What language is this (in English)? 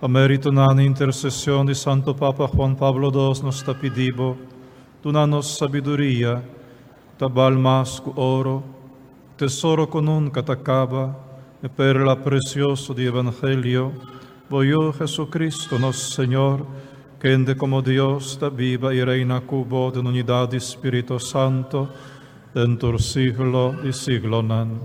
Papiamento